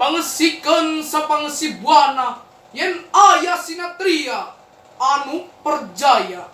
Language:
Sundanese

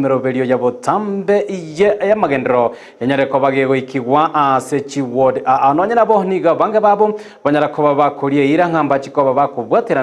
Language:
Gusii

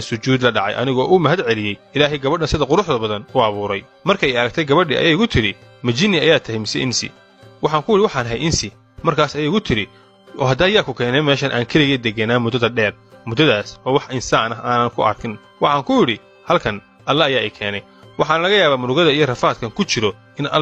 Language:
Somali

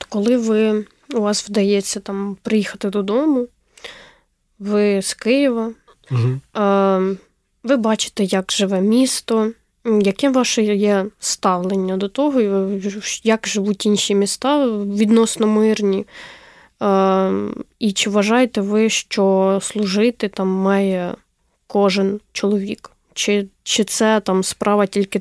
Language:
Ukrainian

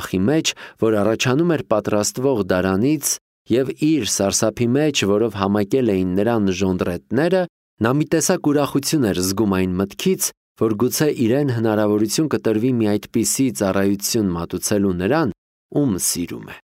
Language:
Armenian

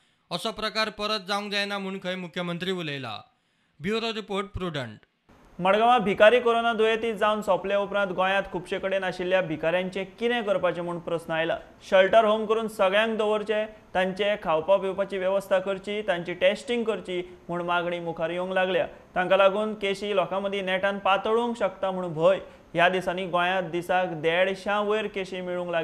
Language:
Konkani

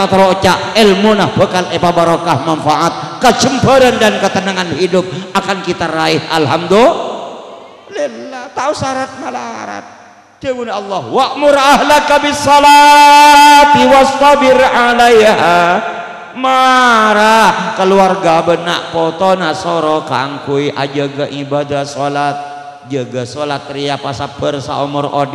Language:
Madurese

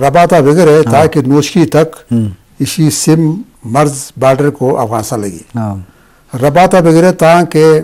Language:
Eastern Balochi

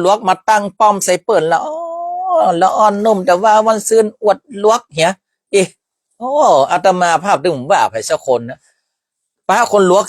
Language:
Northern Thai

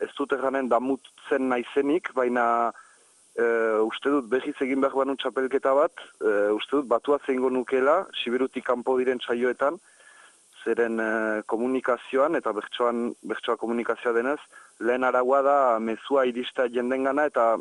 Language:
Basque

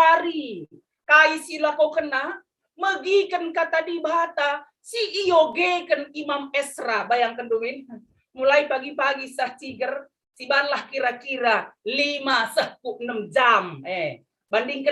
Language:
Batak Karo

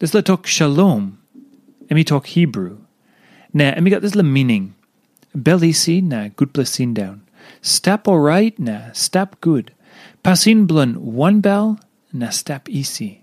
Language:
Tok Pisin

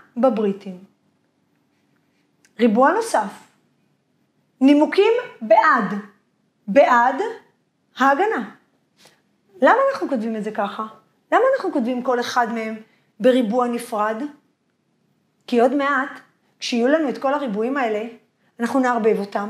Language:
Hebrew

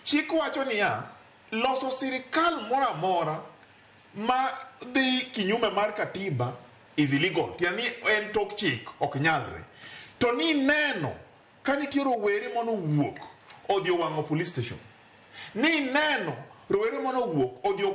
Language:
Luo (Kenya and Tanzania)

